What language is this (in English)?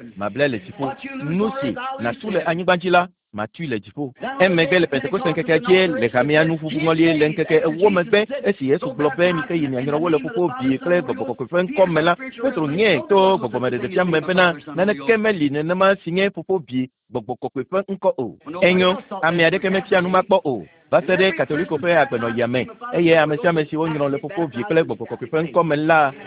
Ewe